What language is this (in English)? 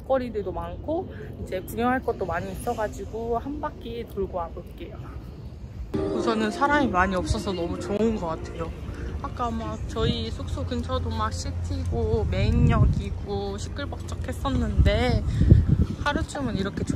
Korean